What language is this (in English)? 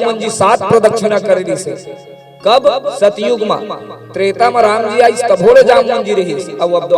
Chhattisgarhi